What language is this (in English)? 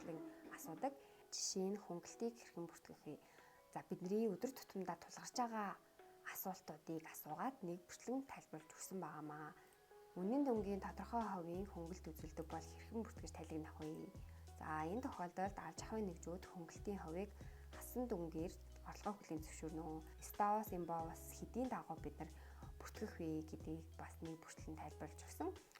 Mongolian